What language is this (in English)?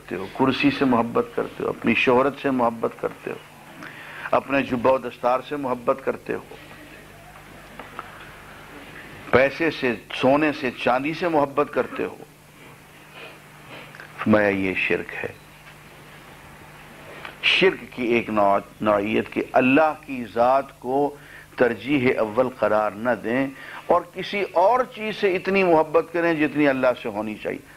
Urdu